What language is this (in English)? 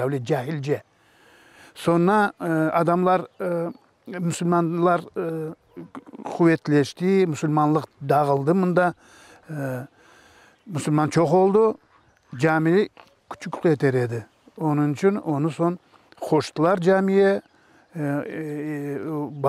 Crimean Tatar